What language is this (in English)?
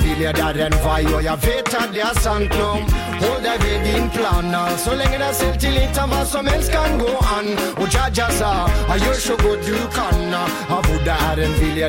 Norwegian